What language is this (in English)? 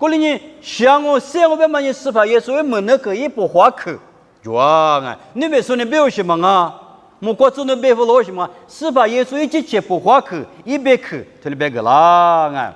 Lisu